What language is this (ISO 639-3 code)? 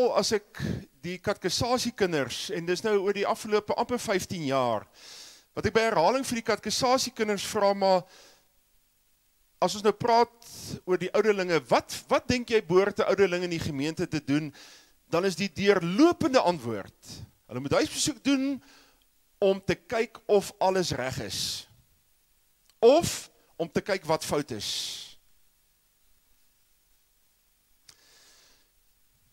afr